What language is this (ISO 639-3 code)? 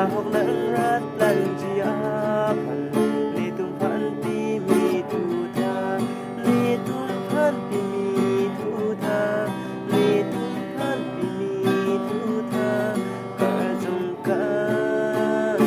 mjw